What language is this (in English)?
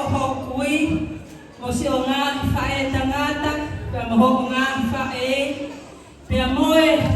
Tongan